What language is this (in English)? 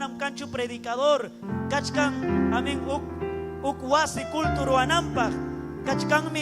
Ayacucho Quechua